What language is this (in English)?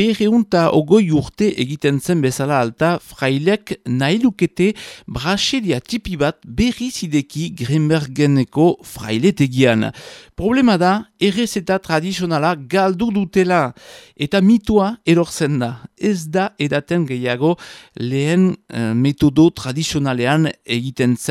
Basque